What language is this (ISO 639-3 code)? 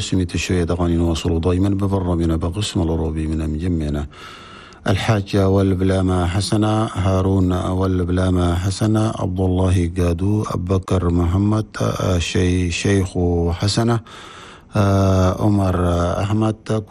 shu